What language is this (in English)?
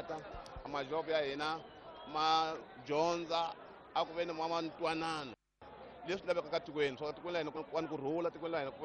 Tsonga